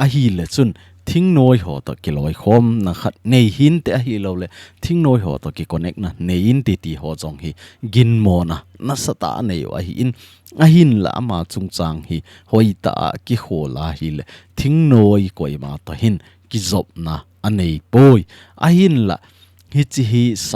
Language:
Thado Chin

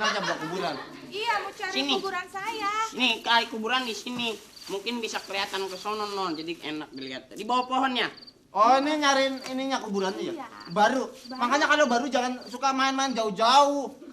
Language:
Betawi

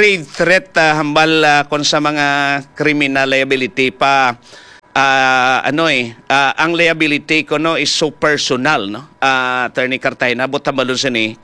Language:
Hiligaynon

